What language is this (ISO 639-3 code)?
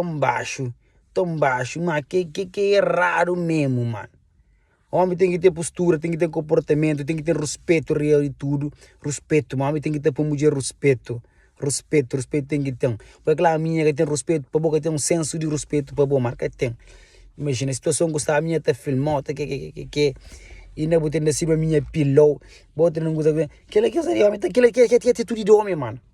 kea